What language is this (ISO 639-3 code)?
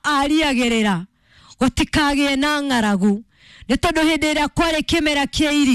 kik